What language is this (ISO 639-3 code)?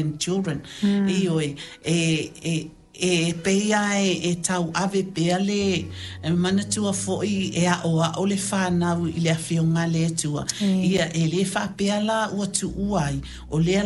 smo